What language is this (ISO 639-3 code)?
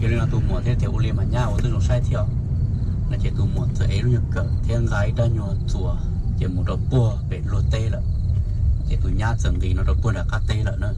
hmn